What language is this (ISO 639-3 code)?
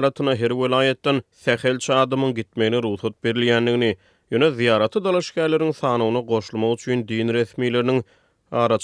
tuk